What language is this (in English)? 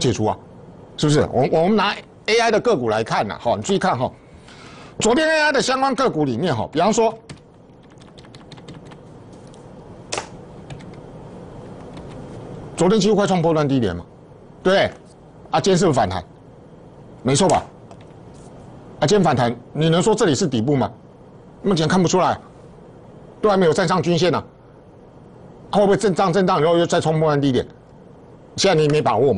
Chinese